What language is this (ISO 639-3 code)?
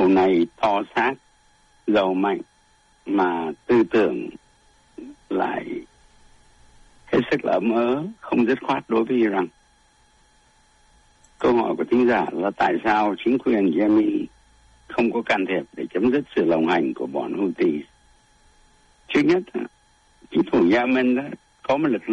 vie